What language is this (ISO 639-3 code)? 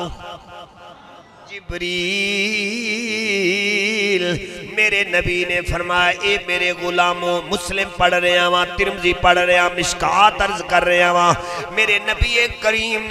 urd